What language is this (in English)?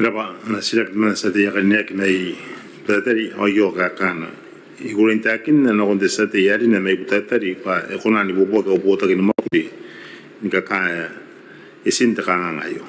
Gilbertese